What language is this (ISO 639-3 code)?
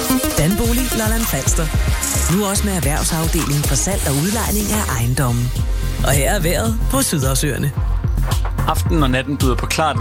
dan